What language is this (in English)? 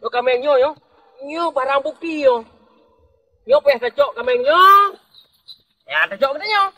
Achinese